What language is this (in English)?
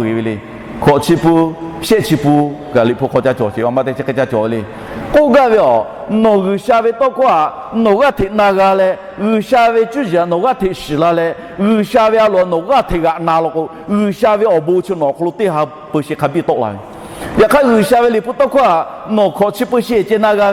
Lahu